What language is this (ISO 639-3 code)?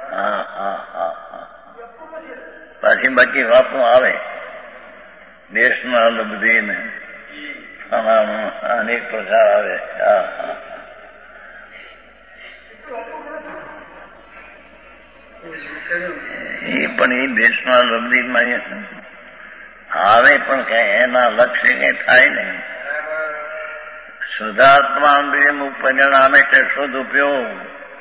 guj